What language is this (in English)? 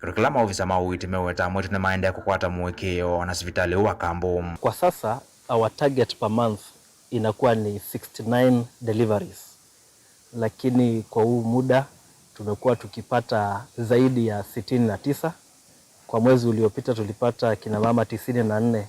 Kamba